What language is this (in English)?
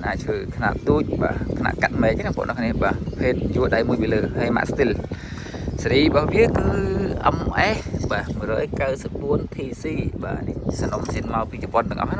Khmer